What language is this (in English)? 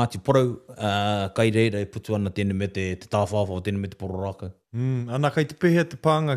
Māori